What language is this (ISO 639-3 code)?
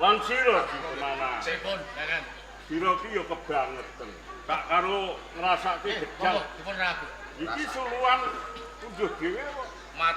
jav